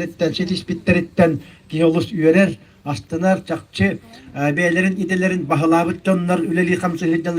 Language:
Yakut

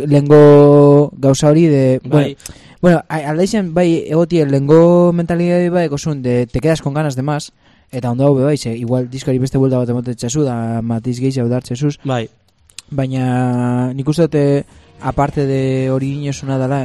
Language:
Basque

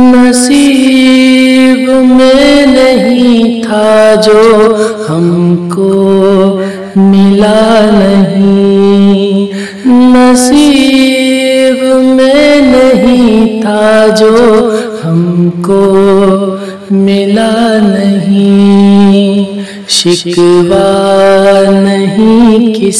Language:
Urdu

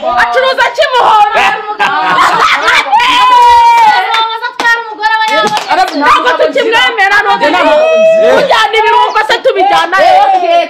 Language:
Kinyarwanda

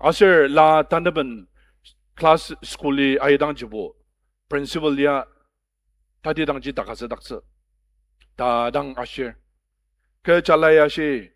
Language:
Ao Naga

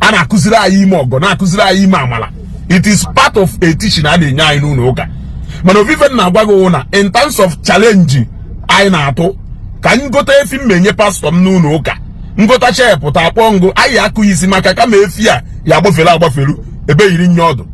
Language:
Igbo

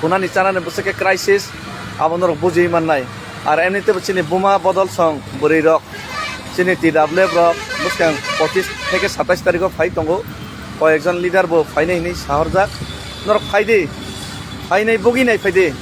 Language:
Kok Borok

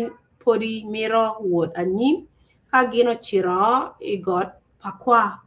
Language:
Acoli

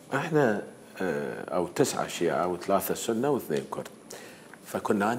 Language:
Mesopotamian Arabic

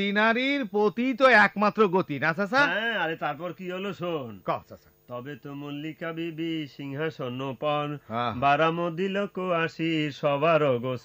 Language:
Bangla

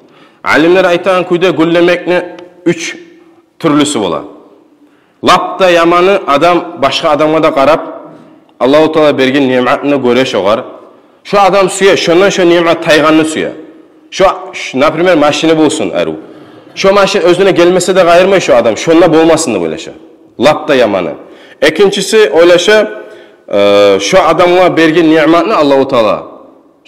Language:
Kumyk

